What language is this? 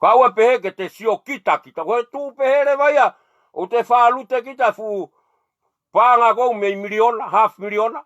Tongan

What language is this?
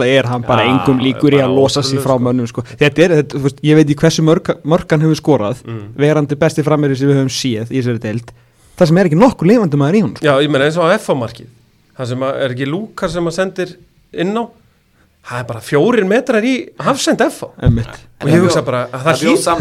Icelandic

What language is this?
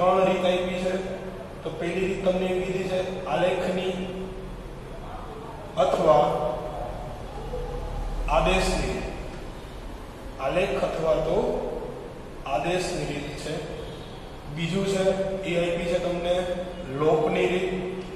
Gujarati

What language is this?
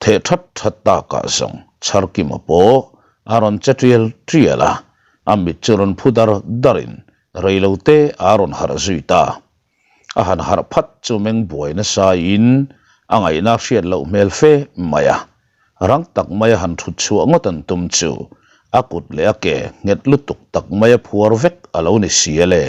Mizo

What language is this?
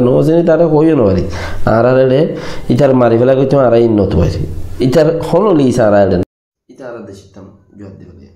Rohingya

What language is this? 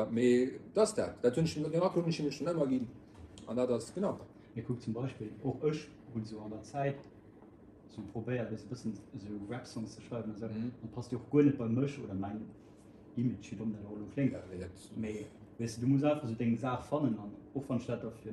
Luxembourgish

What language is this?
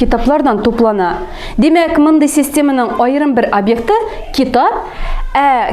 Tatar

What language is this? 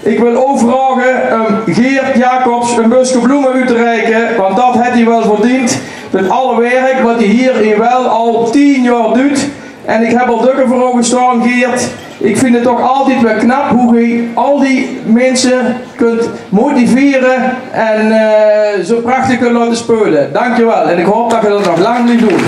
Limburgish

